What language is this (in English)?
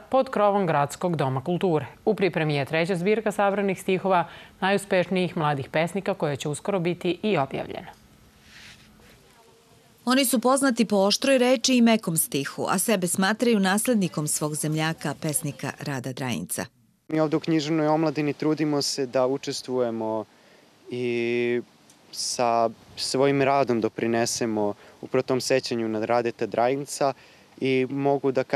Serbian